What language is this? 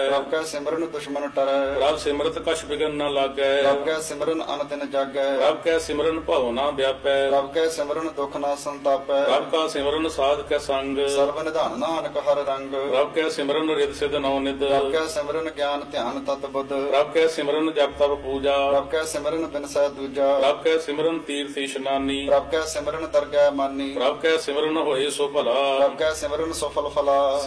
Punjabi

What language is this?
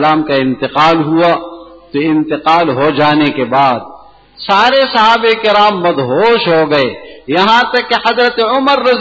Urdu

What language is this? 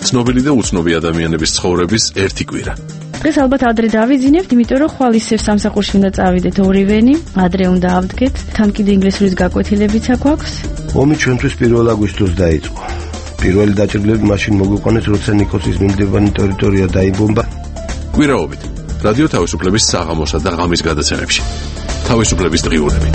Georgian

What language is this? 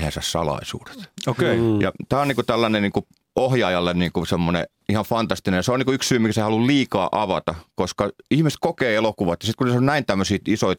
Finnish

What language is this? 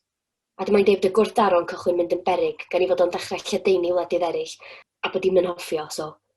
Welsh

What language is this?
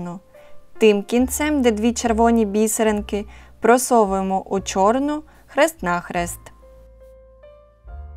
Ukrainian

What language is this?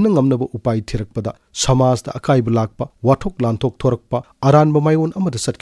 Manipuri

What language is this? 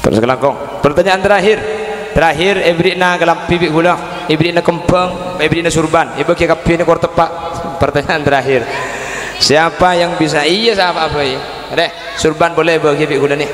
Madurese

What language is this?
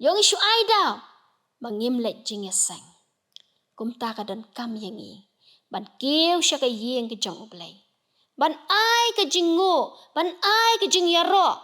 Khasi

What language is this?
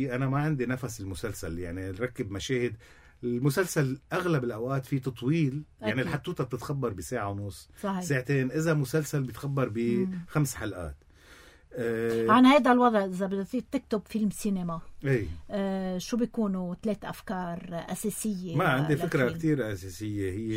North Levantine Arabic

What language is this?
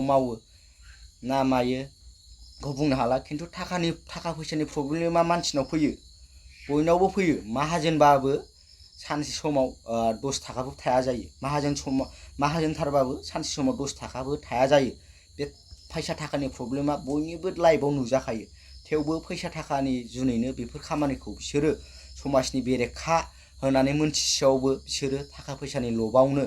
Bodo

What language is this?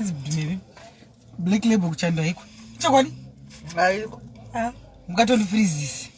Shona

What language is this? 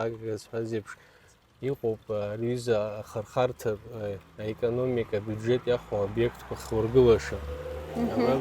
Abkhazian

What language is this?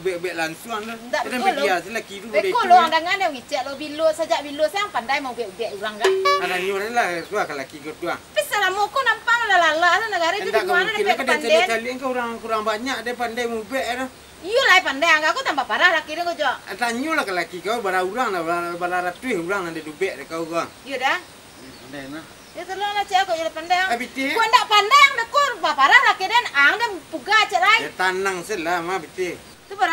Minangkabau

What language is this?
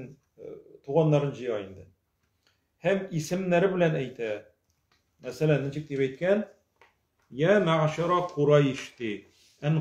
Tatar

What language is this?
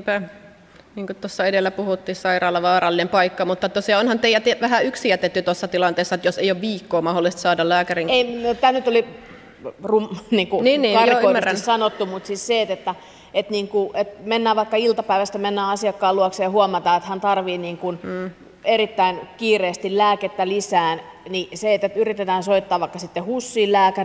Finnish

